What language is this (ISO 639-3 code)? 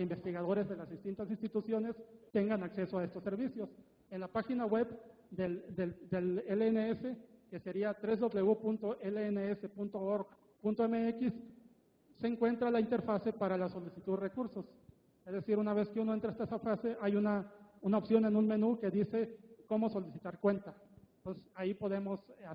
spa